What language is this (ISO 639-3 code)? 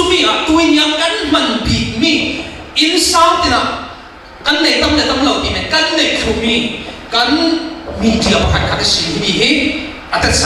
cfm